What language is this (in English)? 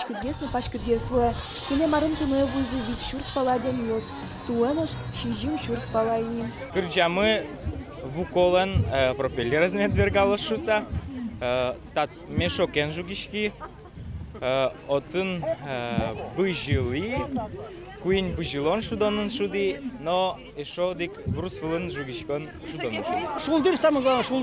Udmurt